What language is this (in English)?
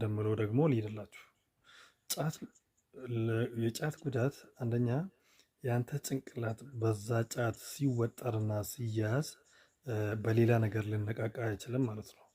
Amharic